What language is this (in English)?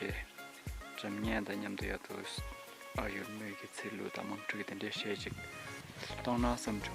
Tibetan